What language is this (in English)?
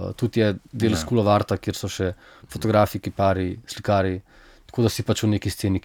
Slovenian